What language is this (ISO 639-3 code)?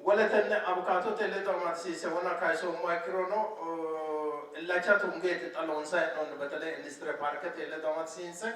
sid